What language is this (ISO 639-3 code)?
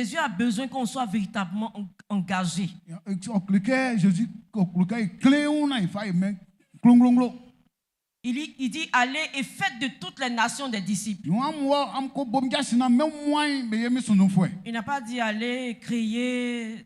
bci